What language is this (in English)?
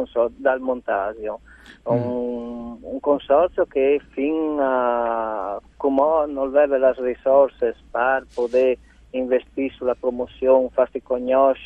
Friulian